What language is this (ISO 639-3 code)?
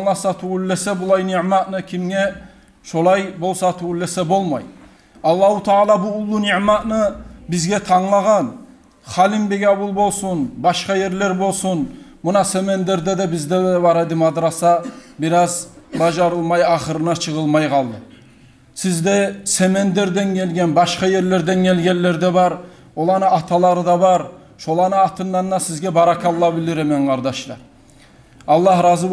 kum